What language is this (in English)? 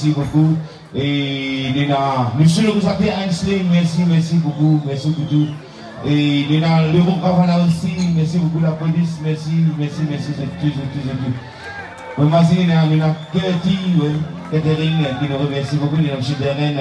Morisyen